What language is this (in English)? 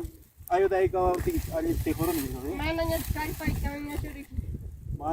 Ayacucho Quechua